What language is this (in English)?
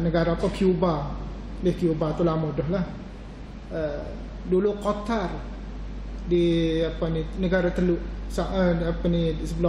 Malay